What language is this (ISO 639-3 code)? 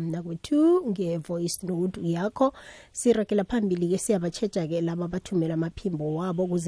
nbl